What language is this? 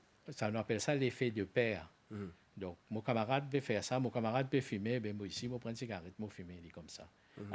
Morisyen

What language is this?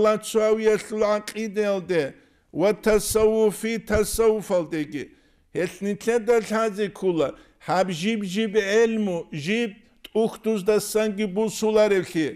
Avaric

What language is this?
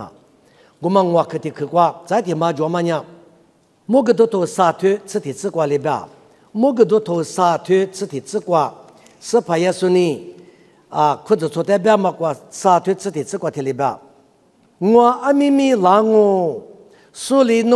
Lisu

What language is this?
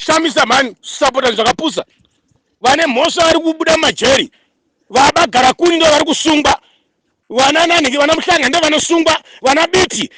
Shona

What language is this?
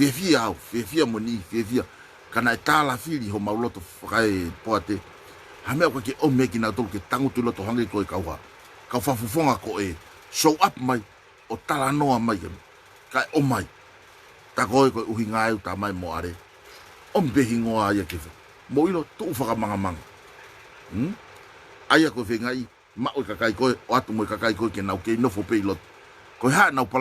Tongan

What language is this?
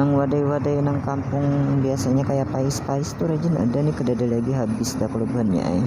Banjar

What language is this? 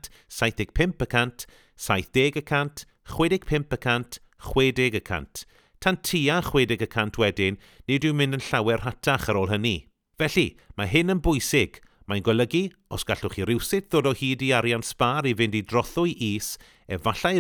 Welsh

